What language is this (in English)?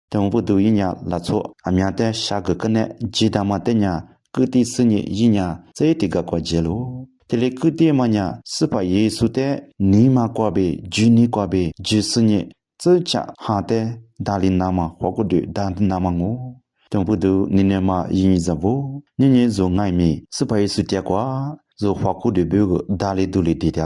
Lisu